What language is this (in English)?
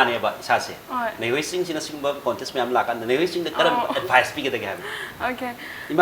Manipuri